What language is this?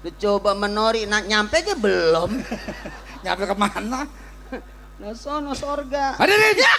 Betawi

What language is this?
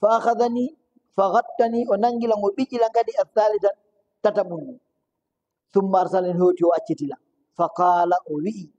Fula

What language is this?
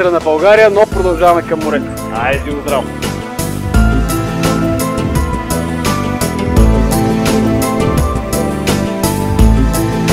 Bulgarian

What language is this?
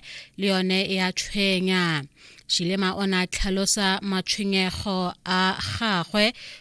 Tswana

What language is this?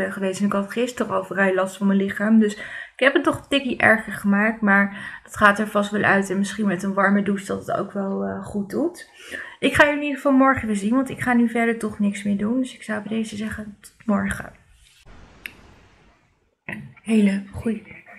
Dutch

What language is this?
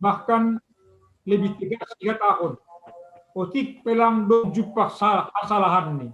Batak Simalungun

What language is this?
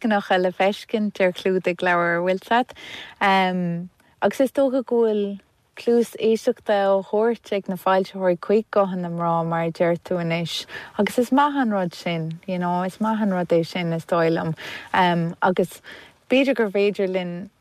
Irish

